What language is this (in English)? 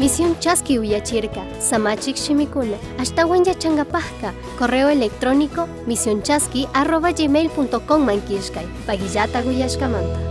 Chimborazo Highland Quichua